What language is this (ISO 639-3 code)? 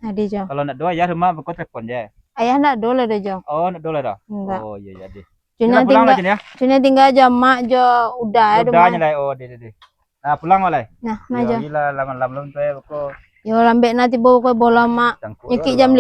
min